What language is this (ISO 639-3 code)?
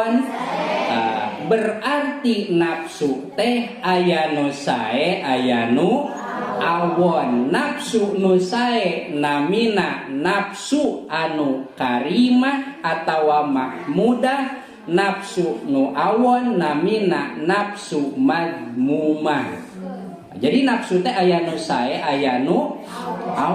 sun